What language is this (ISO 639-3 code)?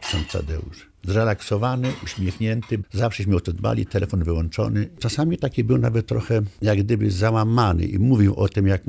pol